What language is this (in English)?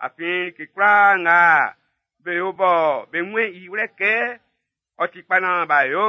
Baoulé